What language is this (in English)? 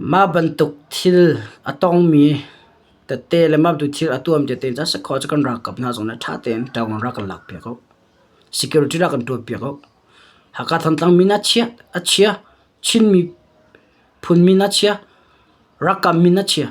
Hakha Chin